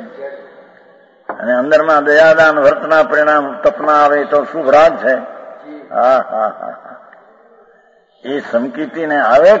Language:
Gujarati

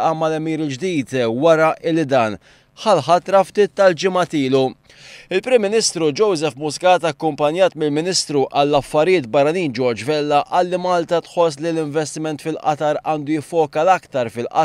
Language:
Maltese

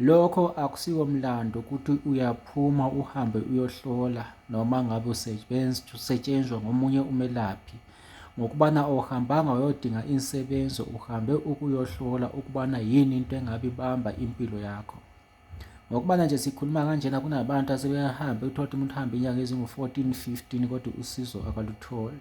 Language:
Zulu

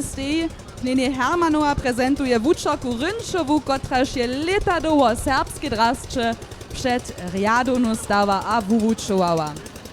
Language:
Upper Sorbian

